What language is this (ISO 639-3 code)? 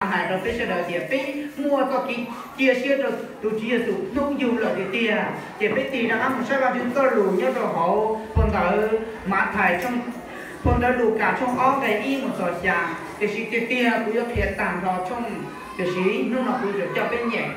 hmn